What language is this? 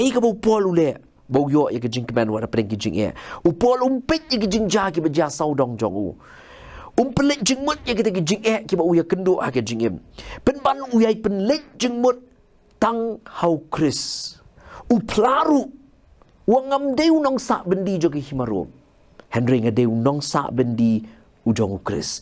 Khasi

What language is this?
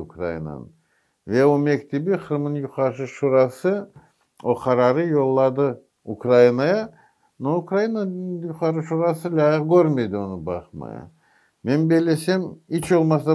Crimean Tatar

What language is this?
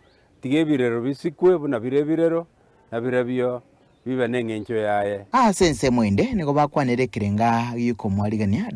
Gusii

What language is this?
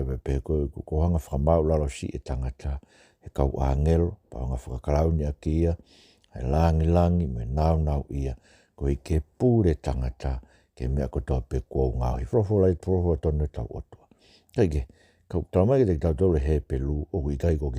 Tongan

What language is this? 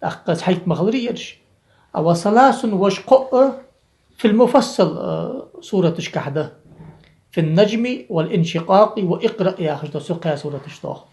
Ingush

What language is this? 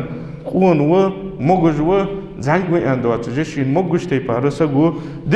Ingush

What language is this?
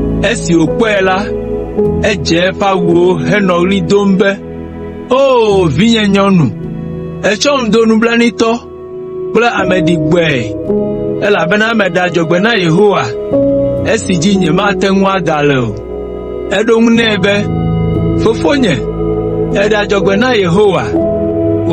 Ewe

